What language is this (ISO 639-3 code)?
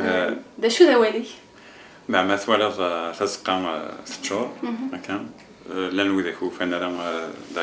kab